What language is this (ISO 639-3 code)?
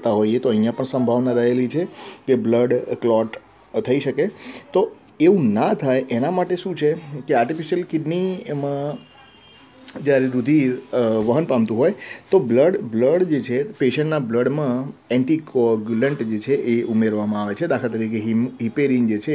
guj